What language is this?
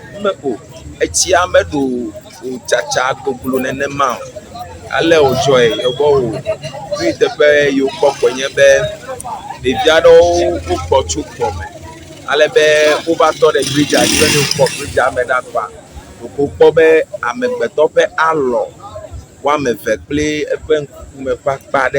Ewe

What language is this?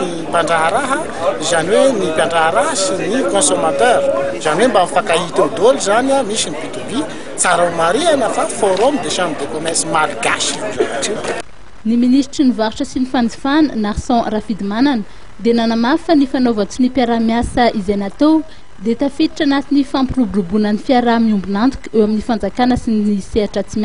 Malagasy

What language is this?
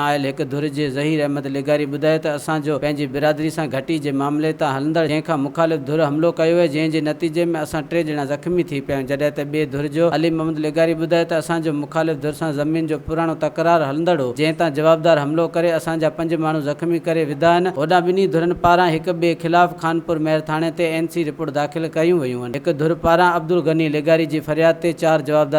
Sindhi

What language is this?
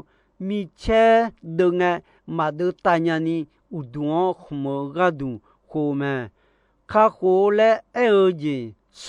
Akha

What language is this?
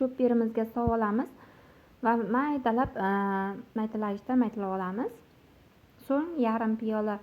Uzbek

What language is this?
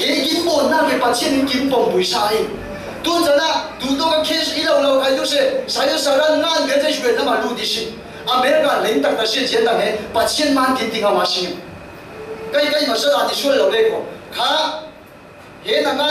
Falam Chin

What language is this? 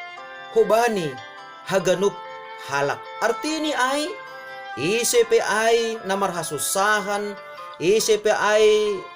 Batak Simalungun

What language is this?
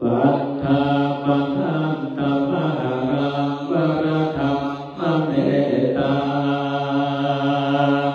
Pali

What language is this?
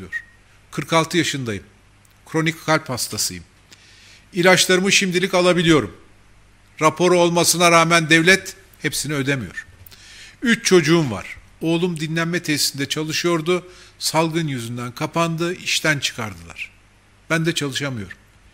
Turkish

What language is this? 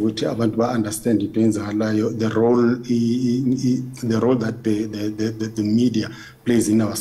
Zulu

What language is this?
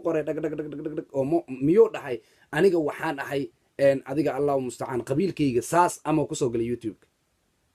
Somali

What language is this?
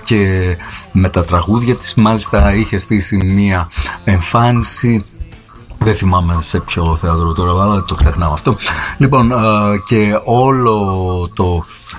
Greek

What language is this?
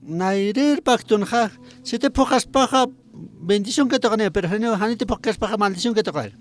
Aymara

